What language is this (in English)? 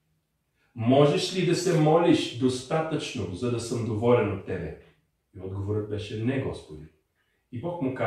Bulgarian